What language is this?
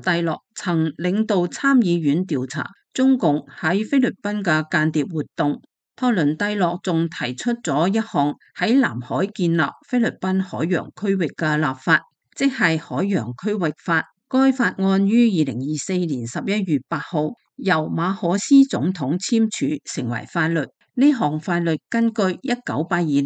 Cantonese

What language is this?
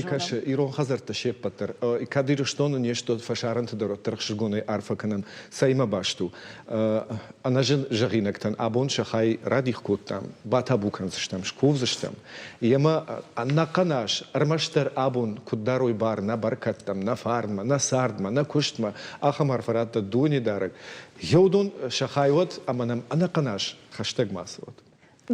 Ossetic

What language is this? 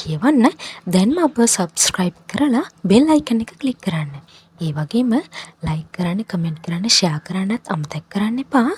Sinhala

